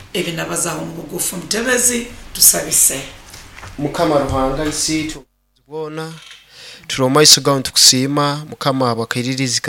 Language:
Nyoro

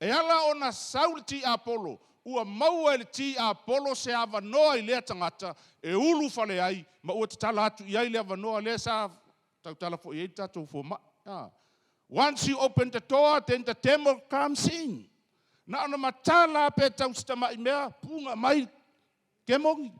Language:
Samoan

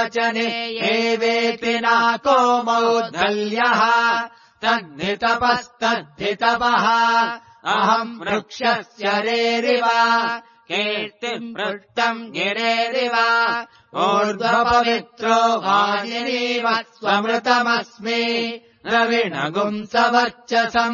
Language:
Sanskrit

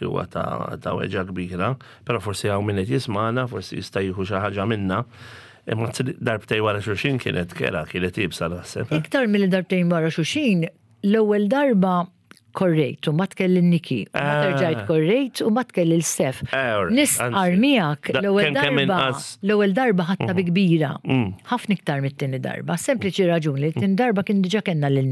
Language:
Maltese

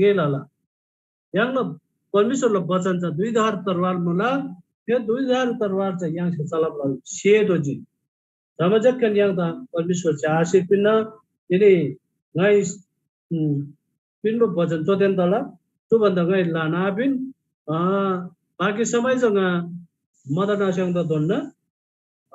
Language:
Eastern Tamang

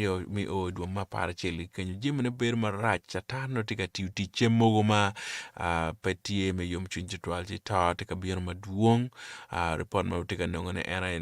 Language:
Acoli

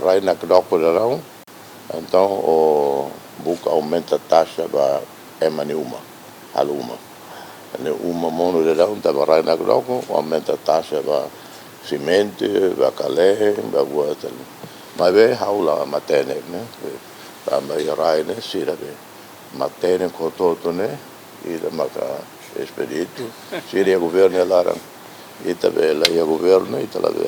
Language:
Tetum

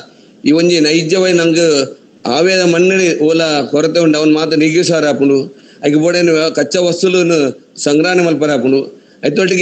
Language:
Tulu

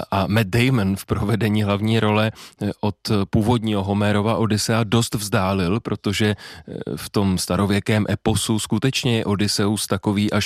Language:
Czech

